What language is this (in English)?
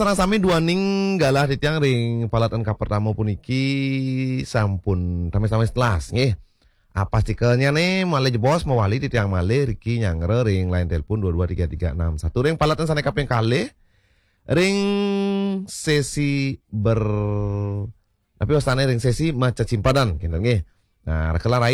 Balinese